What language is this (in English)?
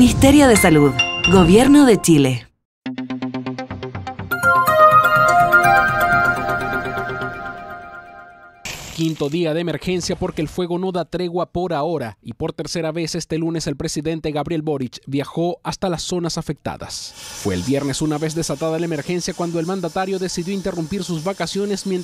Spanish